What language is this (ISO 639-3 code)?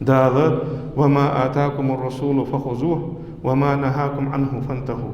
inh